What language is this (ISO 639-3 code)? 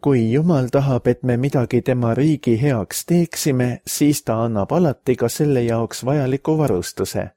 est